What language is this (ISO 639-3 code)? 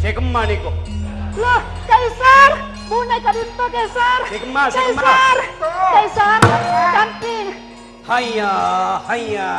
mad